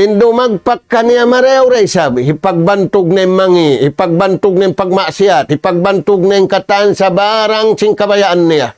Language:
Tausug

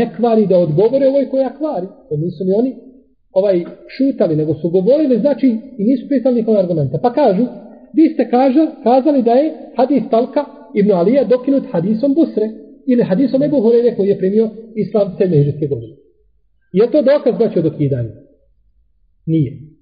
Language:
Bosnian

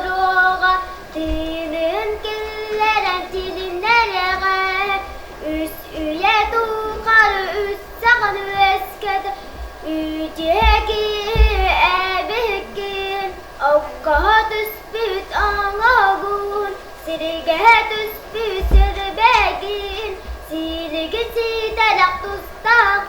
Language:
Yakut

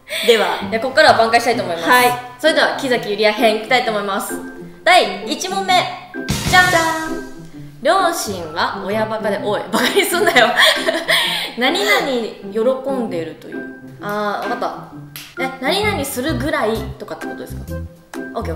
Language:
Japanese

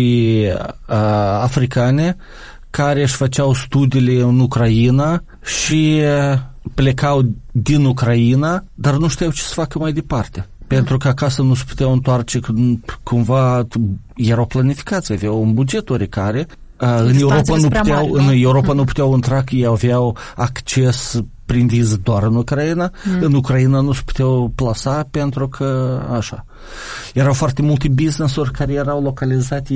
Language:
Romanian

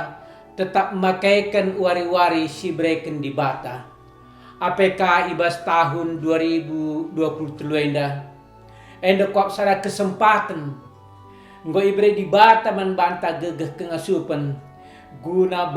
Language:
Batak Karo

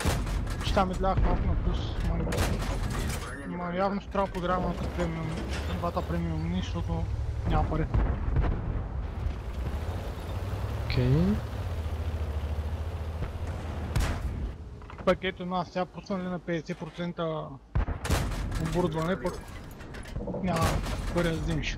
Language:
Bulgarian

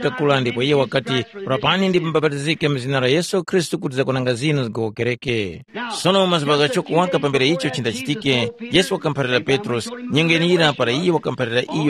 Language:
Tumbuka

